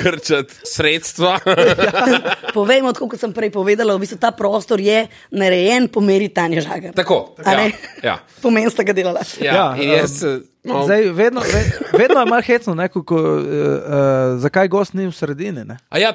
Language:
Slovenian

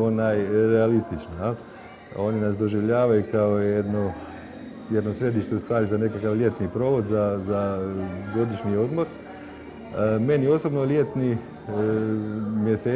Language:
Croatian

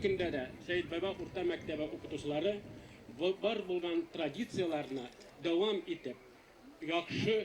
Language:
Bashkir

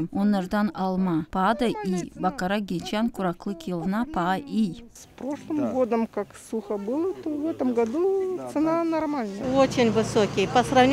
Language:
Gagauz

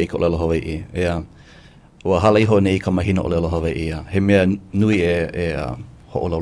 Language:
Hawaiian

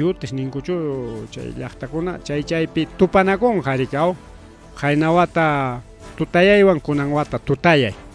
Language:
Ayacucho Quechua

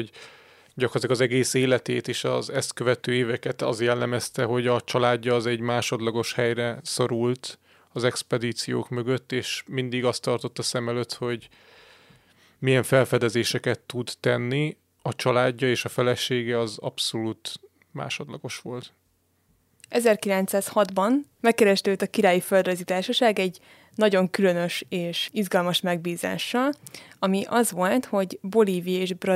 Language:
Hungarian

